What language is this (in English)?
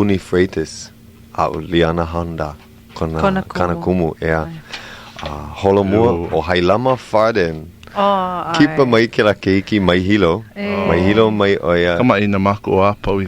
Hawaiian